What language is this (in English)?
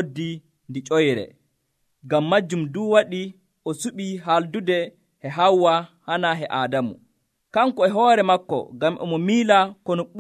Nigerian Fulfulde